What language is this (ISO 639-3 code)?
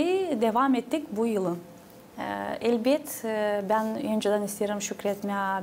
gag